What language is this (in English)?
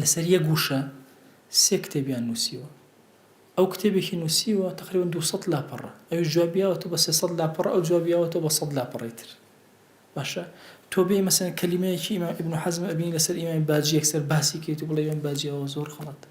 Central Kurdish